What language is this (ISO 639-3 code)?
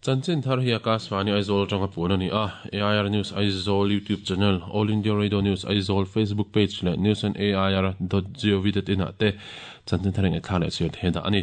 lus